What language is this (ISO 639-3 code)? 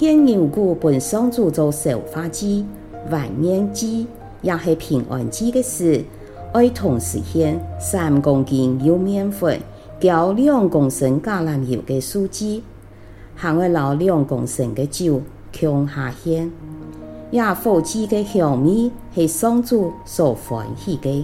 hak